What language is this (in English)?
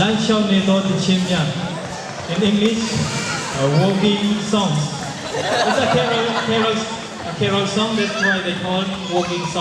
Hakha Chin